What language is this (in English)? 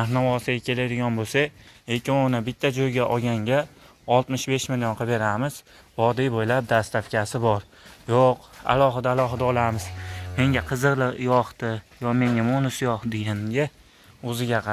Uzbek